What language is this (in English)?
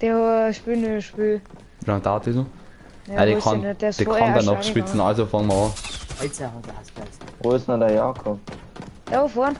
Bavarian